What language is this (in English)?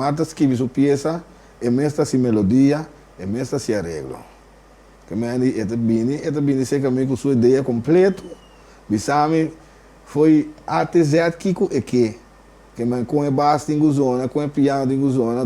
Papiamento